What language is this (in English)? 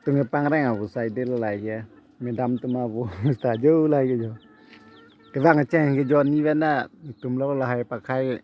Karbi